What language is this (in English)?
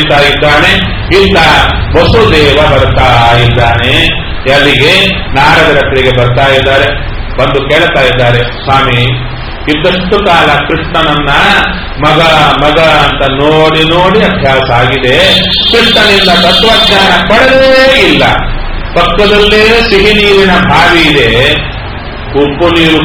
Kannada